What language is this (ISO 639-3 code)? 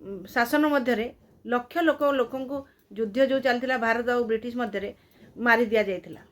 ori